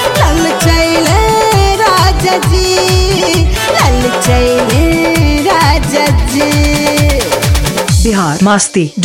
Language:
Bhojpuri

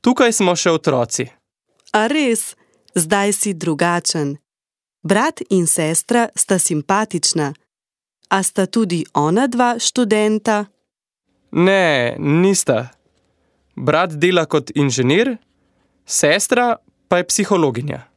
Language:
Slovenian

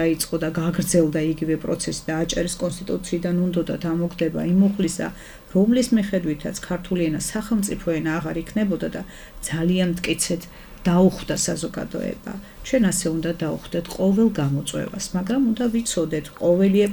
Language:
Georgian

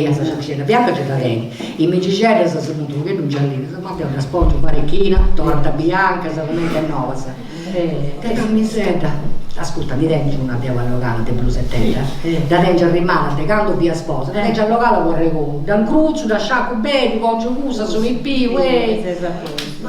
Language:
Sardinian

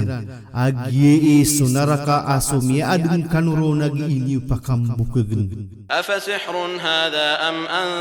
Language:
Maranao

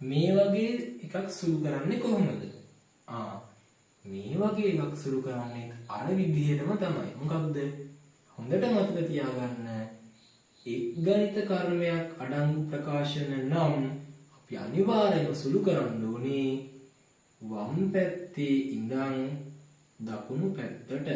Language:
Sinhala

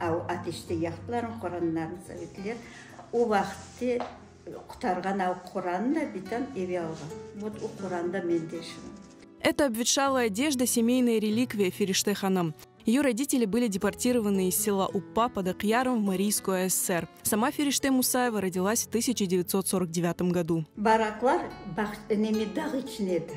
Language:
Crimean Tatar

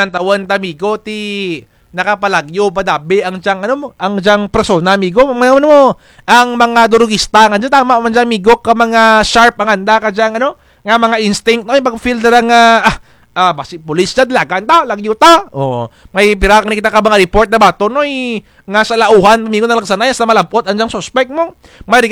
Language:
Kinaray-a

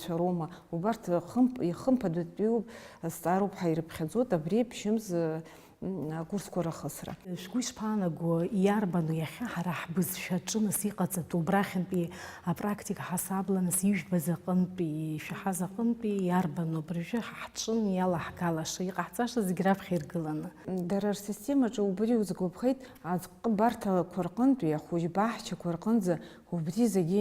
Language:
Abkhazian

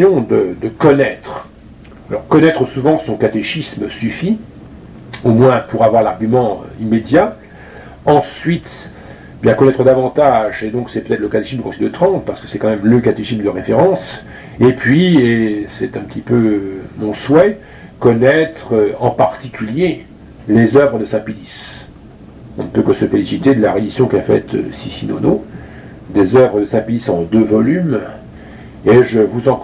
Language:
French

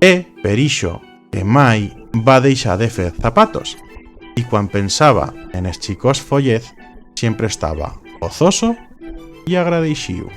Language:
Aragonese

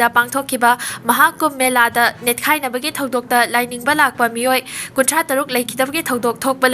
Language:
Manipuri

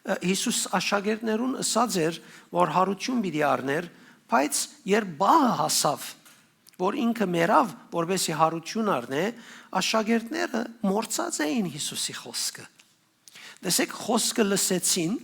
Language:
Western Armenian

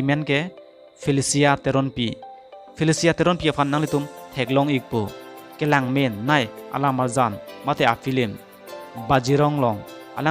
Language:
Karbi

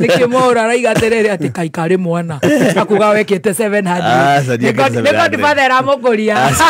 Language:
Kikuyu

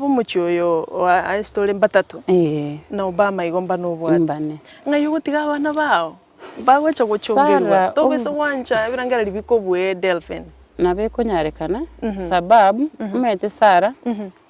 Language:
Gusii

